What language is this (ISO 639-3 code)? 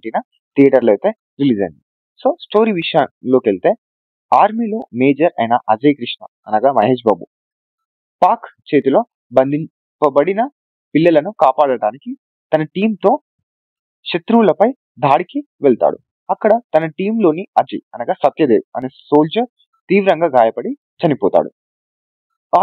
tel